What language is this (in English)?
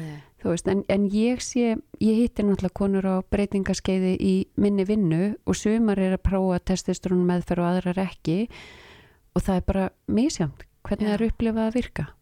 Icelandic